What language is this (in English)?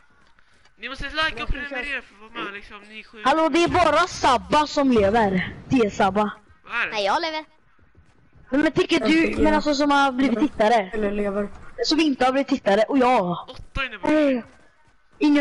Swedish